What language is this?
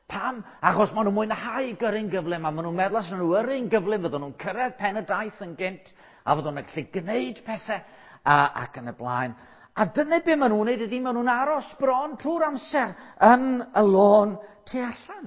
Welsh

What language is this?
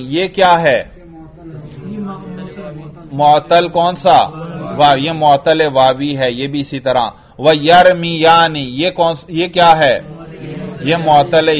Urdu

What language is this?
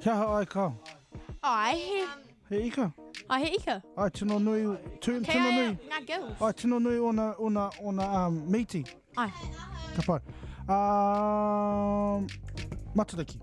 Māori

